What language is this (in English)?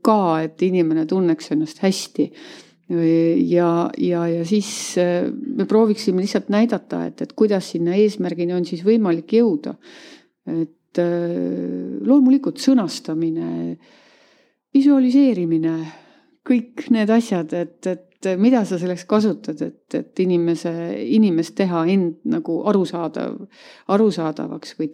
Estonian